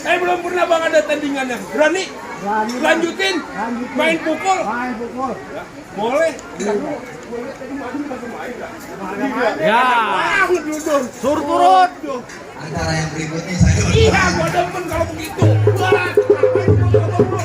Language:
Betawi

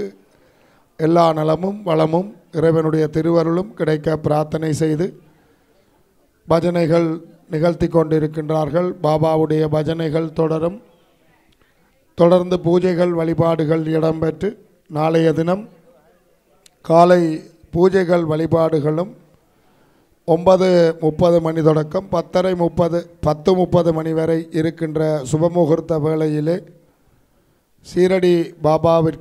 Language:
Tamil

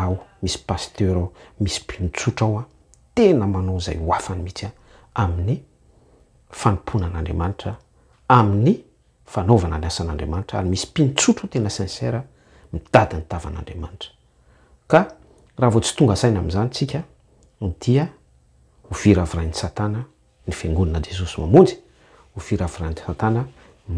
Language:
Malagasy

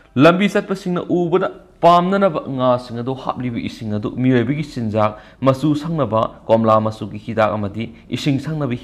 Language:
Manipuri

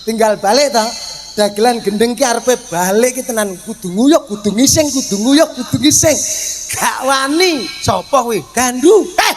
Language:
Javanese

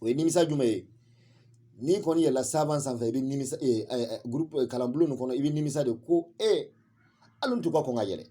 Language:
Bambara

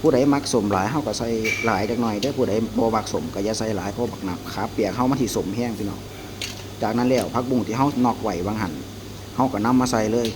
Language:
Northeastern Thai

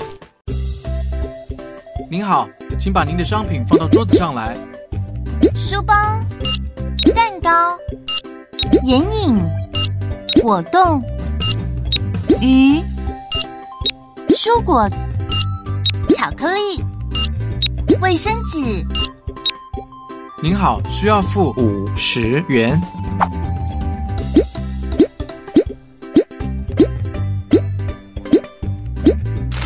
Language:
Chinese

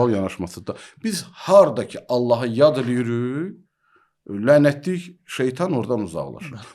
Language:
Azerbaijani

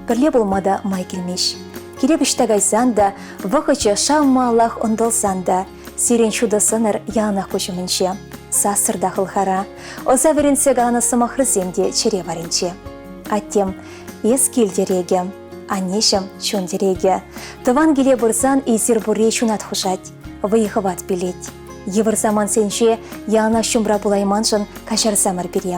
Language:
Chuvash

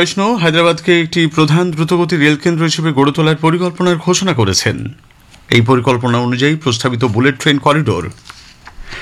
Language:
Bangla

